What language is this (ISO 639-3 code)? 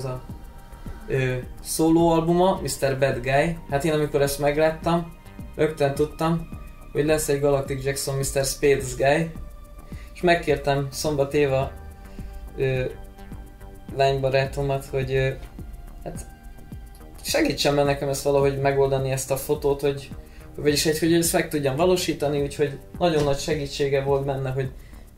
hun